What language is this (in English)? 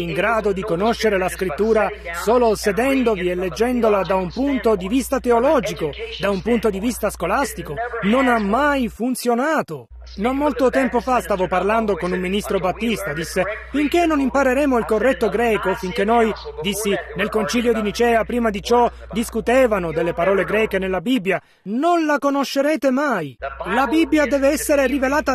Italian